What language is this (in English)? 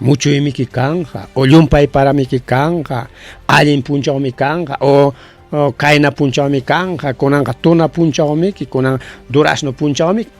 Ayacucho Quechua